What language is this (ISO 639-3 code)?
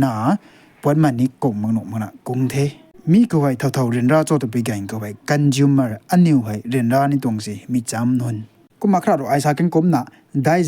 nbu